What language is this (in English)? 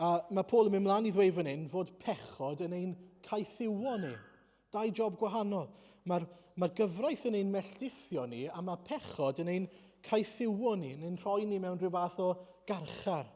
Welsh